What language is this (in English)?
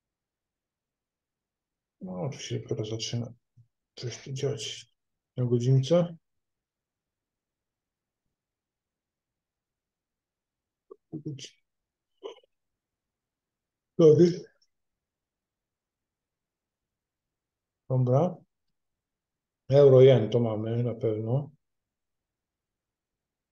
Polish